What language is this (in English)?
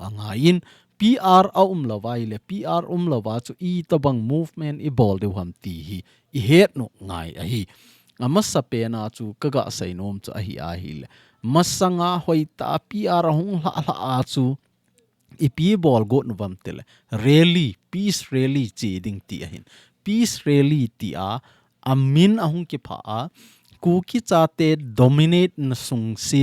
Thado Chin